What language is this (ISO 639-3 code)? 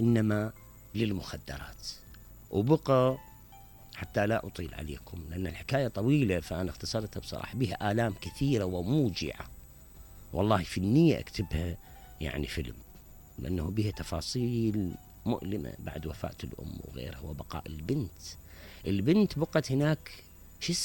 acm